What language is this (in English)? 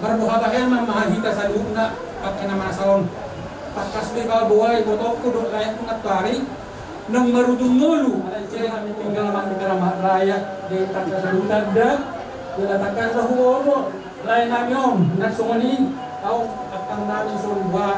Batak Toba